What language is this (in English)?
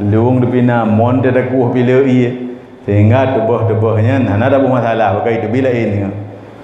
Achinese